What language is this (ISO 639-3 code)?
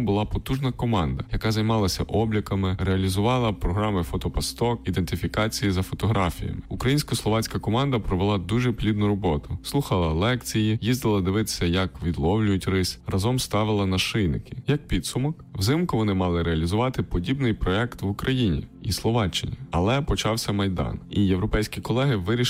ukr